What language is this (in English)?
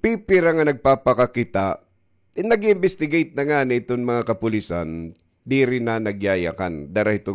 Waray